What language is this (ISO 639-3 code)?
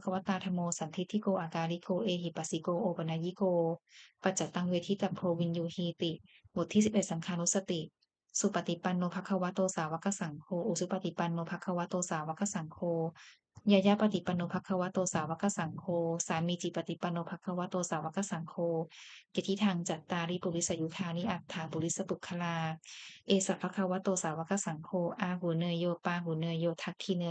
pli